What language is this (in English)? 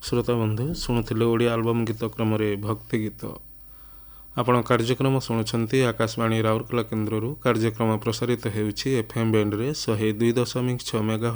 Odia